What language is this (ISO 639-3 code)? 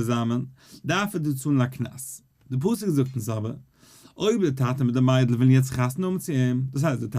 yid